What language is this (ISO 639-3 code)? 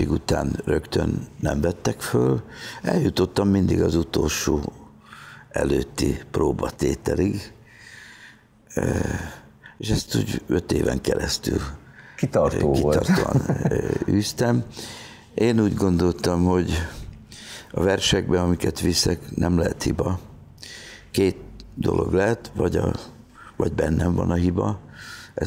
hun